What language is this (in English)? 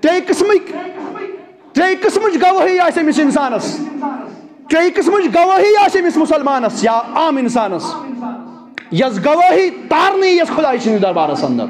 Kashmiri